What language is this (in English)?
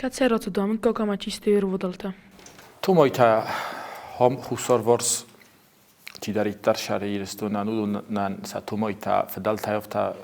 Ossetic